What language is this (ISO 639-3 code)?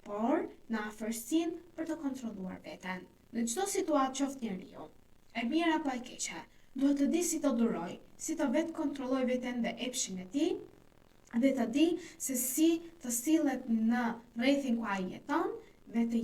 sqi